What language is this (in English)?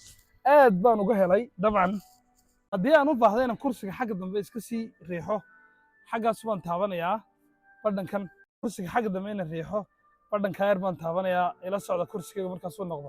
Somali